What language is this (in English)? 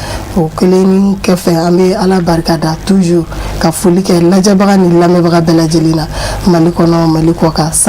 Bambara